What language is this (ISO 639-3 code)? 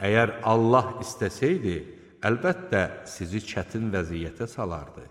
aze